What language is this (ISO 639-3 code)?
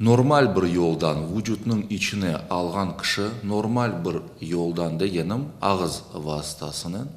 crh